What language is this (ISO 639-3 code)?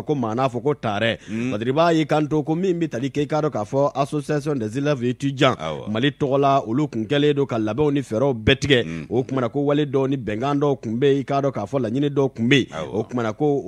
bam